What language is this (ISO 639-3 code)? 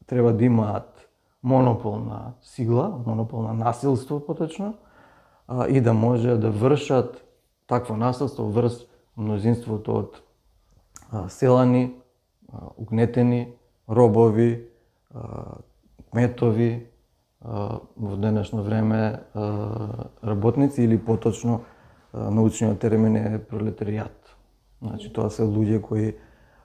mkd